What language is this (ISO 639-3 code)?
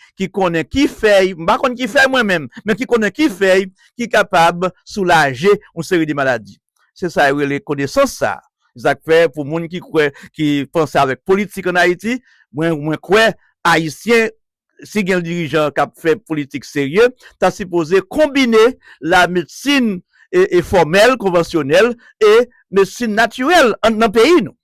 hat